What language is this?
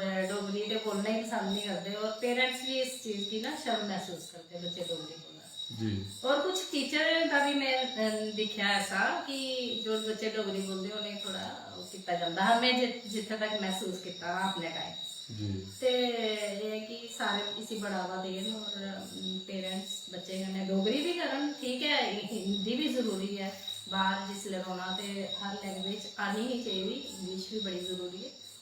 Dogri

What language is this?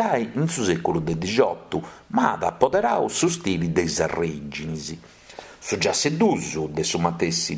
Sardinian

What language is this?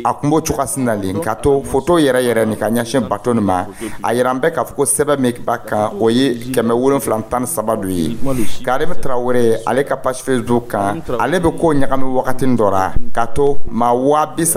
Dyula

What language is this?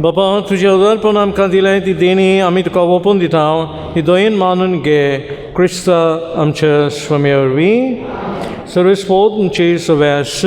Konkani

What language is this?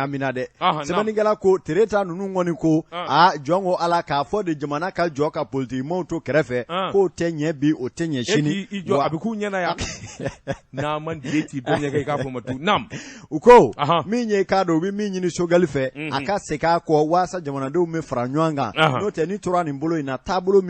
Bambara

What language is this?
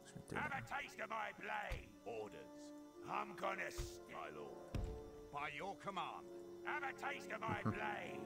Swiss German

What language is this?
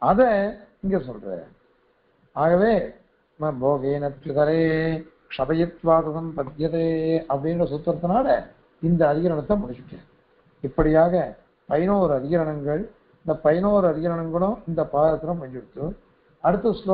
Tamil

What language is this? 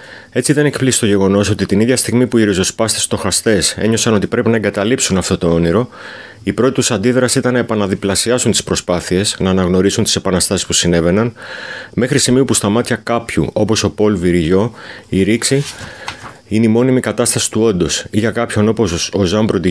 Greek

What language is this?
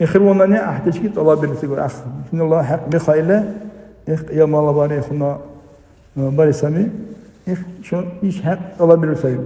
Dargwa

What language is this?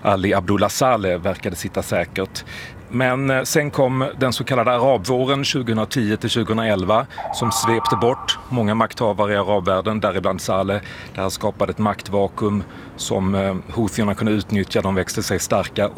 Swedish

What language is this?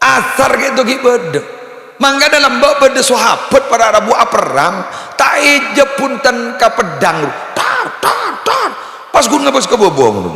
Madurese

